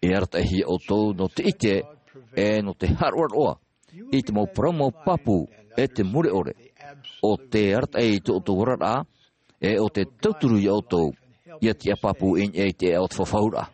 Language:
Tahitian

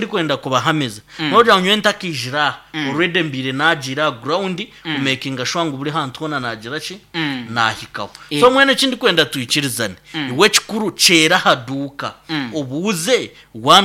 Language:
Nyankole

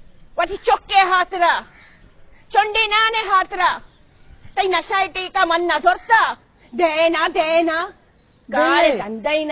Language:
Baluchi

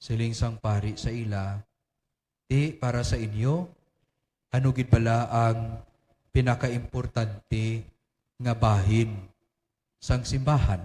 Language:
Hiligaynon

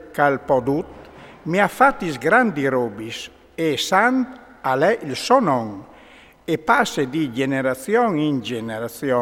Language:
Friulian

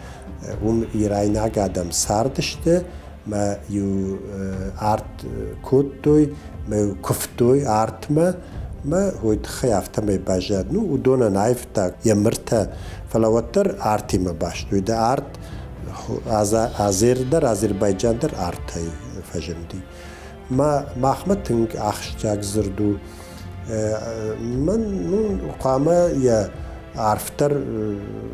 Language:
Ossetic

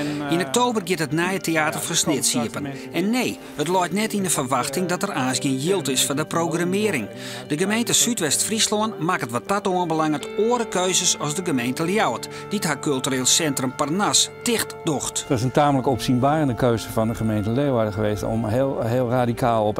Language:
Western Frisian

